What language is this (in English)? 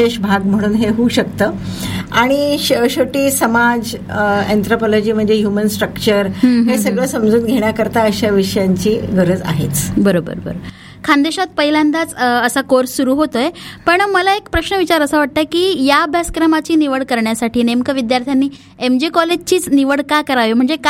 Marathi